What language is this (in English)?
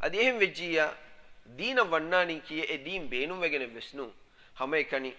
Divehi